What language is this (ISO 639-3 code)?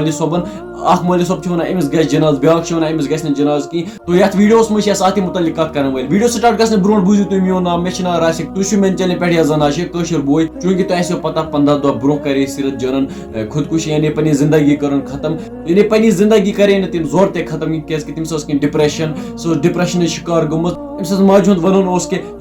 kas